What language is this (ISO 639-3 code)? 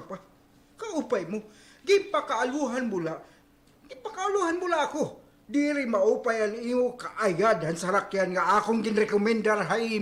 war